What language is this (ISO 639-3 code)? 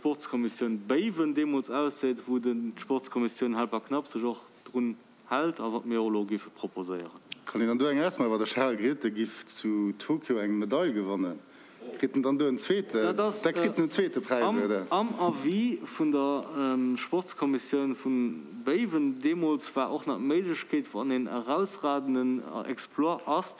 ltz